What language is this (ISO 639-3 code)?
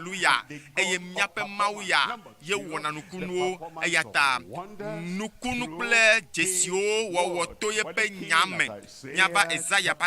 ewe